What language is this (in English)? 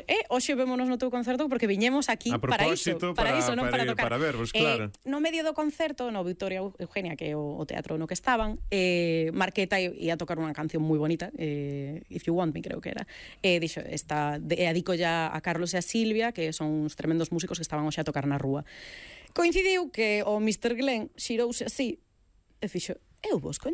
Galician